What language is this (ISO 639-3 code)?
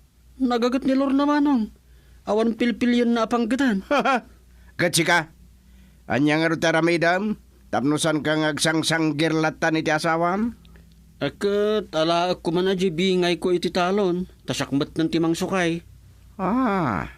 ilo